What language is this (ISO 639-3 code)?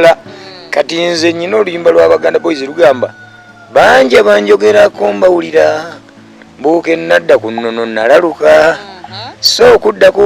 lug